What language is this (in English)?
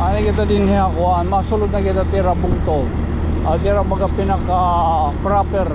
Waray